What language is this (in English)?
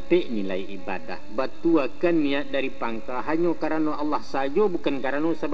Minangkabau